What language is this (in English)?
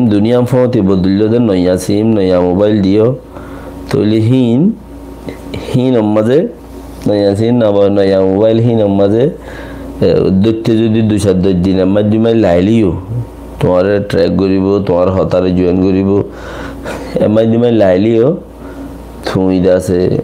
Rohingya